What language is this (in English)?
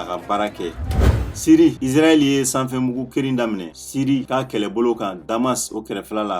Bambara